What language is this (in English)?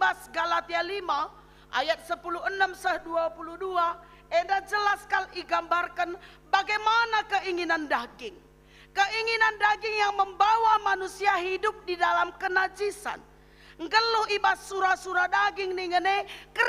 Batak Karo